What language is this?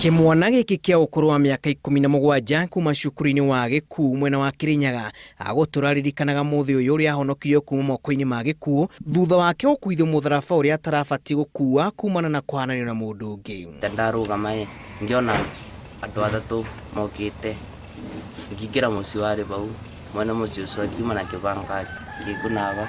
Kikuyu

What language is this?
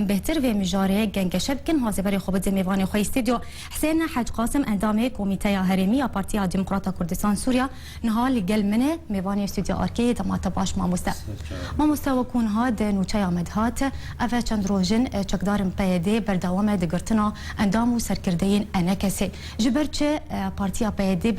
Kurdish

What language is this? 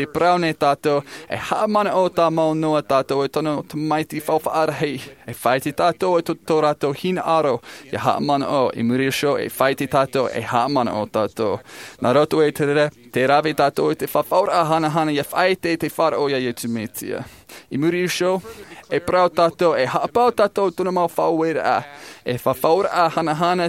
Tahitian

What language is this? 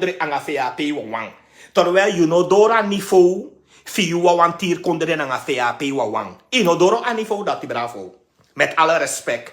Sranan Tongo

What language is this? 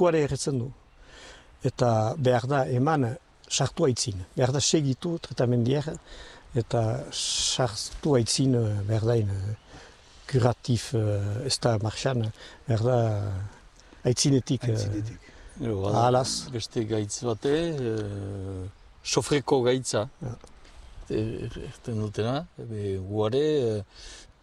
Basque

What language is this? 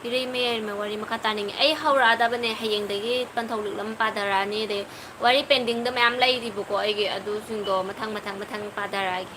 Manipuri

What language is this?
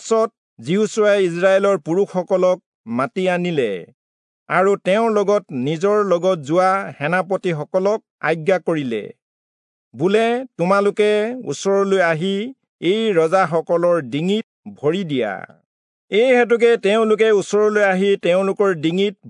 Assamese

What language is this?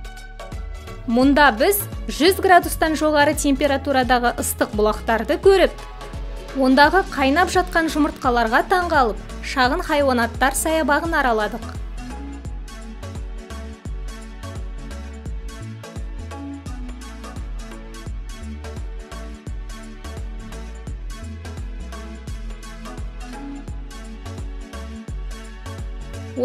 Kazakh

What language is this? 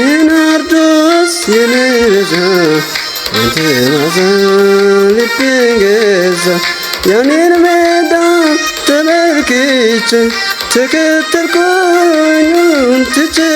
Kafa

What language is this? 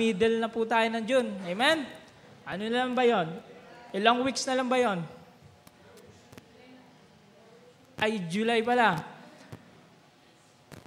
Filipino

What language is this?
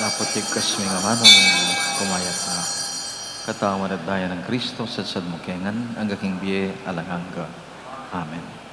Pampanga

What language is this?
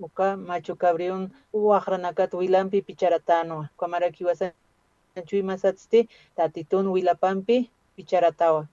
Aymara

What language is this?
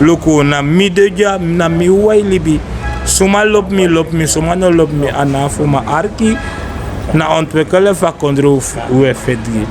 Sranan Tongo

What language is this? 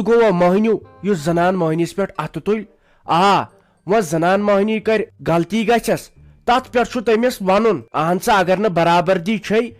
Kashmiri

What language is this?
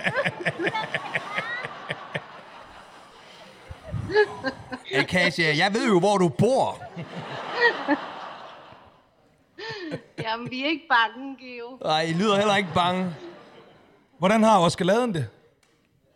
Danish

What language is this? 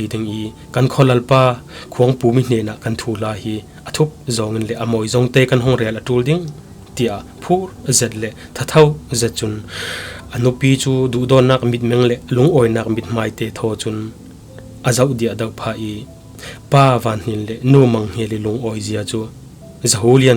Falam Chin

